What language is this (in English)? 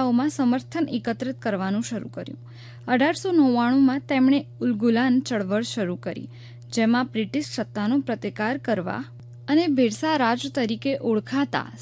Gujarati